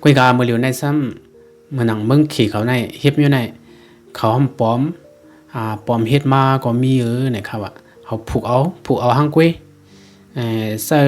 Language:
Shan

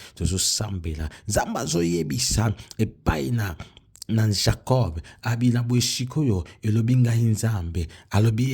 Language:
Lingala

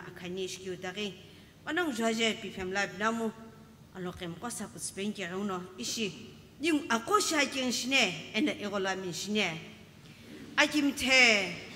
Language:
Sumi Naga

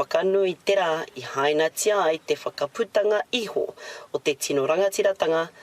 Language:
Māori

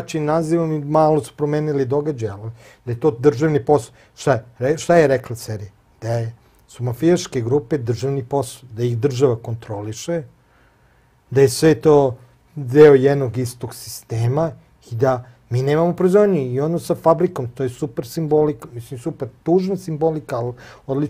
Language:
Serbian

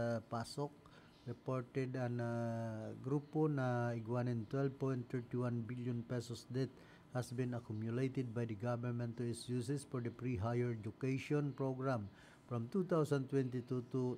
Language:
Bikol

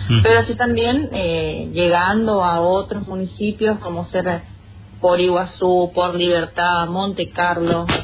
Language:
Spanish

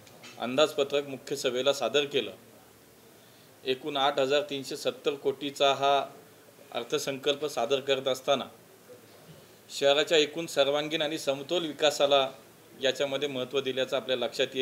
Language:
Marathi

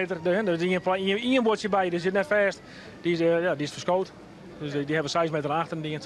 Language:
Western Frisian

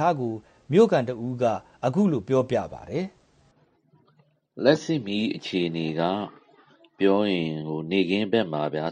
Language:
Burmese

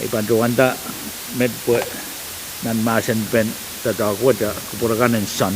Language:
Pohnpeian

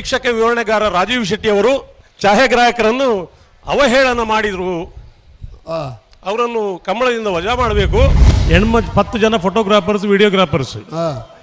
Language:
Tulu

